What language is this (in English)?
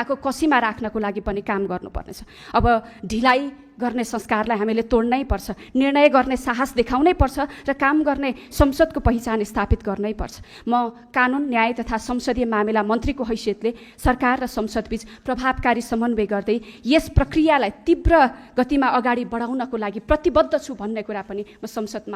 Nepali